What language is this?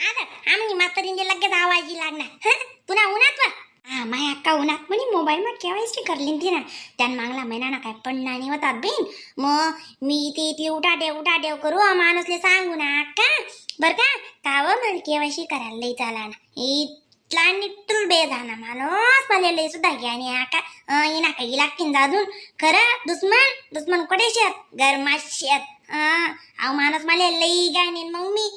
Khandesi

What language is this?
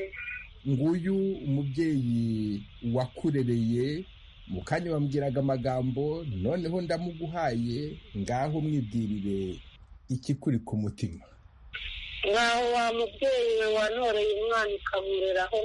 Kinyarwanda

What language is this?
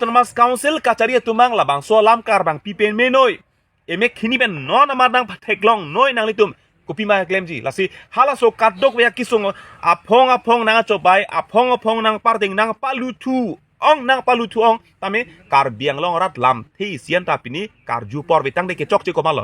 Karbi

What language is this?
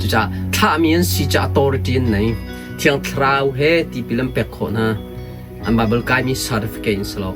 Hakha Chin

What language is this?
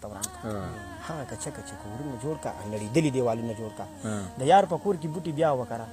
Pashto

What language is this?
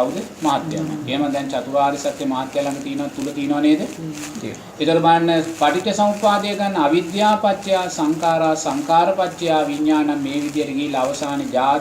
Sinhala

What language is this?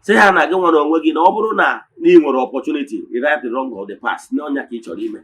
Igbo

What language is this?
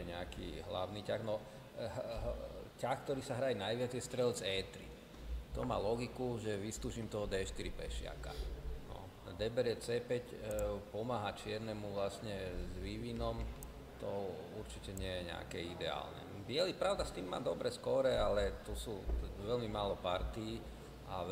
Slovak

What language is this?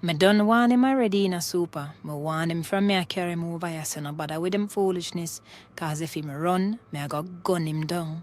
Jamaican Creole English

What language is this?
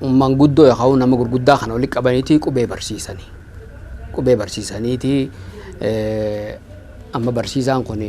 Oromo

